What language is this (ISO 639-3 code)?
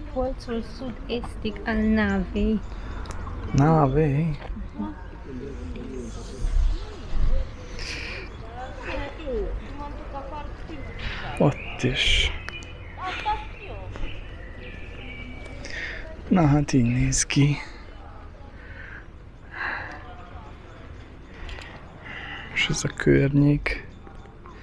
hun